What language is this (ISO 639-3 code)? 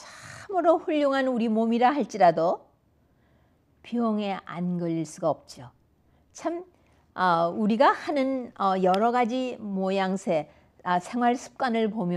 kor